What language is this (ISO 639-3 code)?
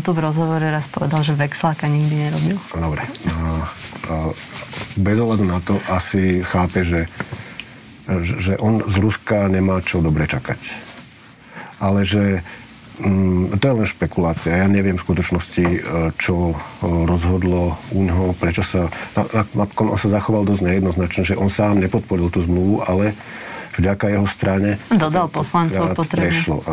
slk